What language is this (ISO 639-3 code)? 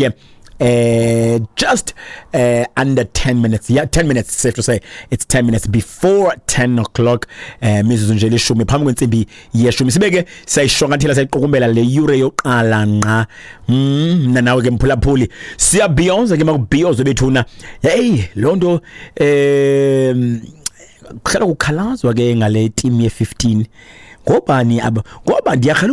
xho